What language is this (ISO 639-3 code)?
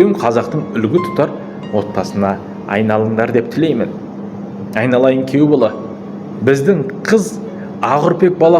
kaz